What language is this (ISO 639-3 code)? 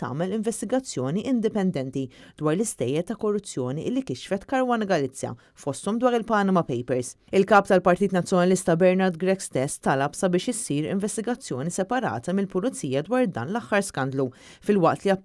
mlt